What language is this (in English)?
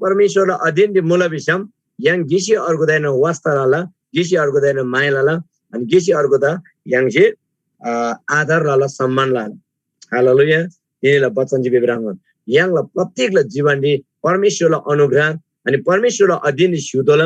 Eastern Tamang